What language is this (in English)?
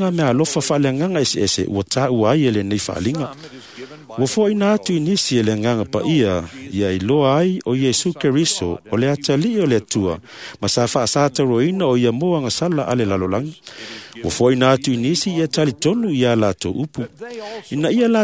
Samoan